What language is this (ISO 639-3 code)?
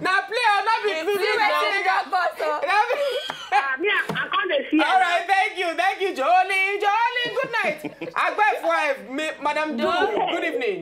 pcm